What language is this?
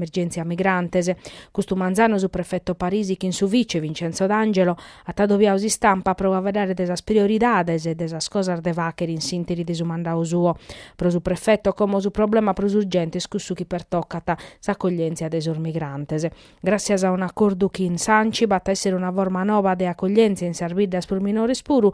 Sardinian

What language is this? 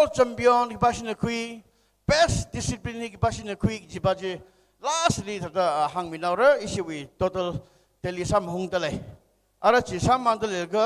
Tangkhul Naga (India)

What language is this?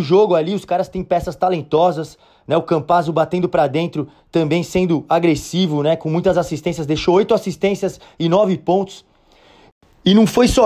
Portuguese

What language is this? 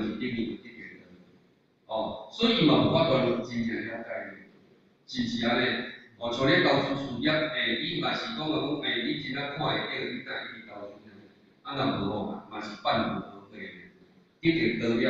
Min Nan Chinese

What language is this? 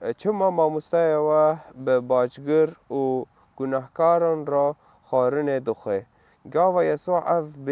Kurdish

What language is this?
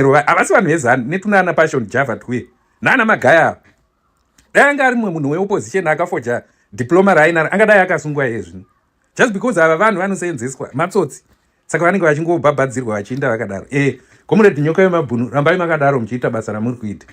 Shona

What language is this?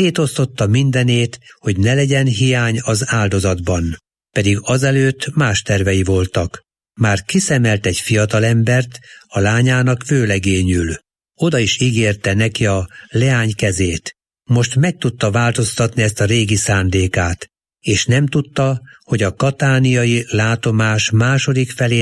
Hungarian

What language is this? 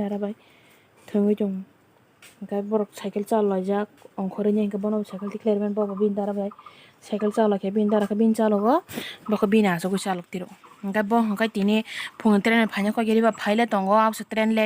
Kok Borok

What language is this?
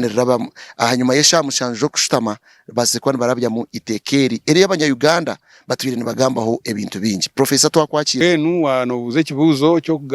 Nyankole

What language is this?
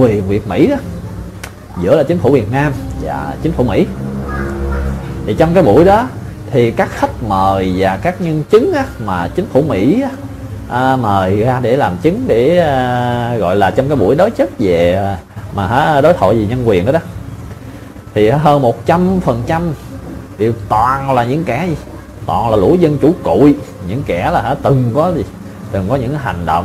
Vietnamese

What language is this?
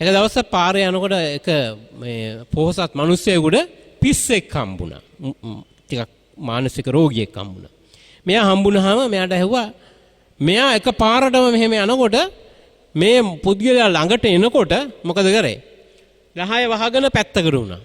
Sinhala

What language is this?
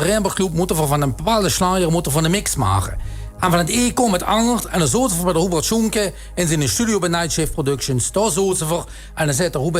Limburgish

